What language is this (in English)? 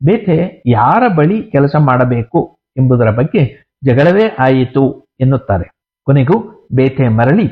Kannada